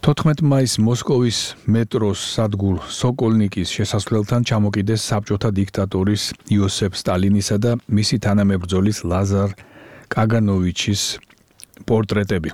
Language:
Georgian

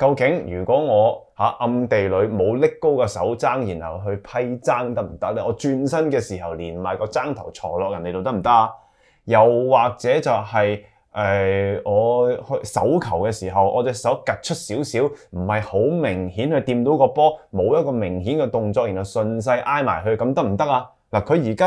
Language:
Cantonese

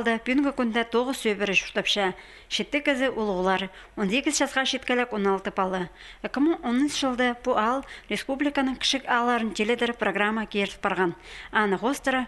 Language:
Khakas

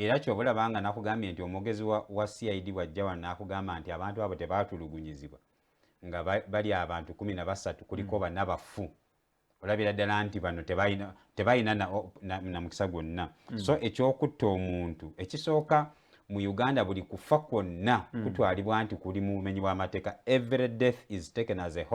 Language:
Ganda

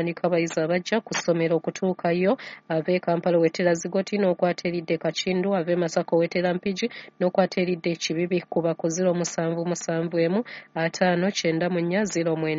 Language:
Ganda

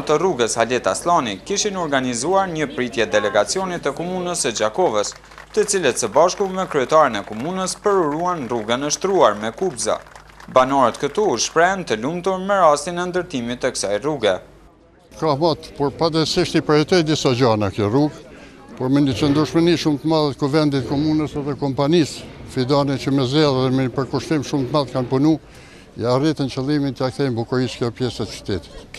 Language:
Albanian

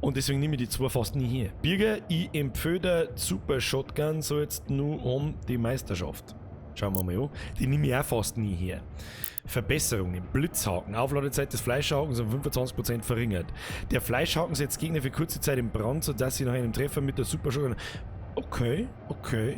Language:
Bavarian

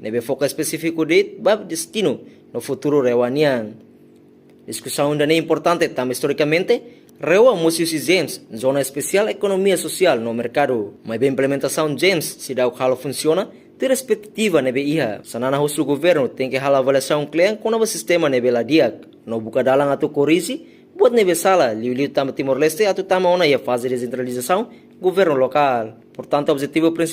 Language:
Tetum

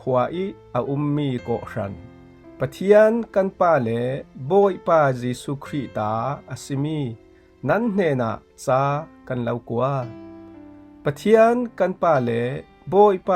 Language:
Falam Chin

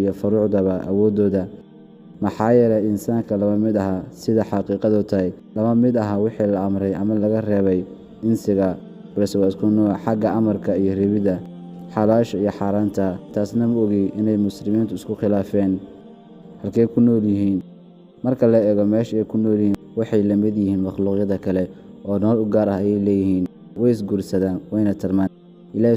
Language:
Somali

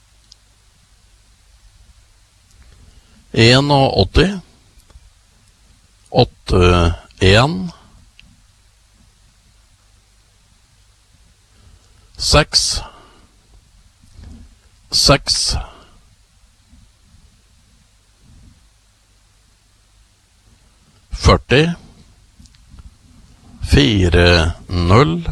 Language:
Norwegian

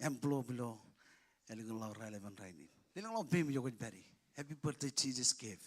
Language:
Marshallese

